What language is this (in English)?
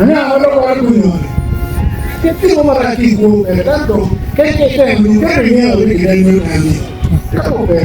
Acoli